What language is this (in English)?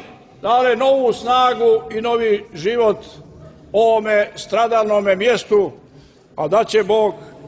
Croatian